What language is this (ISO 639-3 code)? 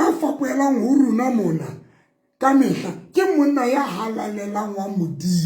sot